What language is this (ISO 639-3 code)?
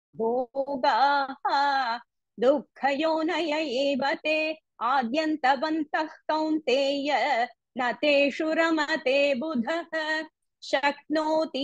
san